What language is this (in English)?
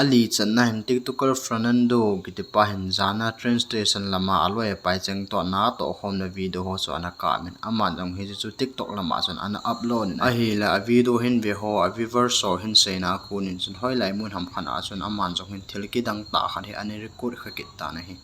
Thado Chin